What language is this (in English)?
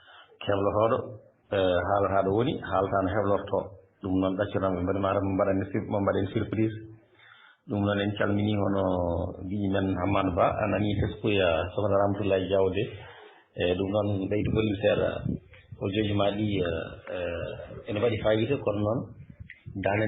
Fula